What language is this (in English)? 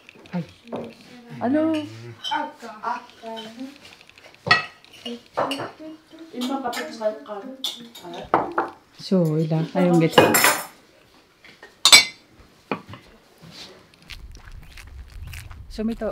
Kalaallisut